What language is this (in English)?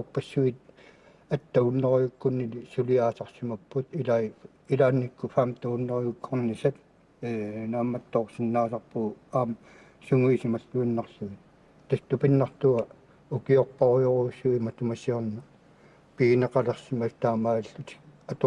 Kalaallisut